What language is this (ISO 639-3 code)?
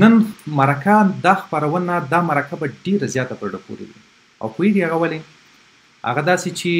pus